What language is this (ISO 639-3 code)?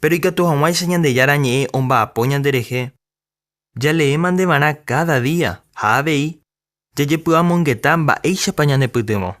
grn